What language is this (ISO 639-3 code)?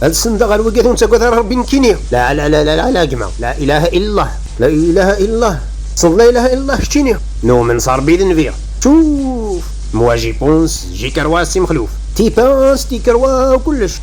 kab